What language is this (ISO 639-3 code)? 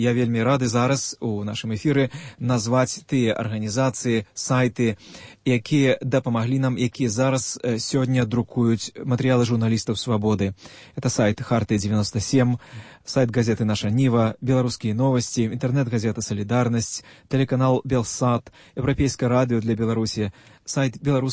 bel